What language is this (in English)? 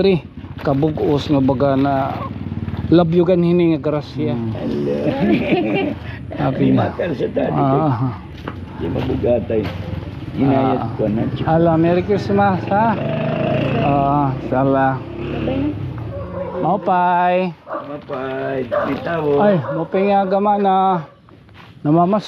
Waray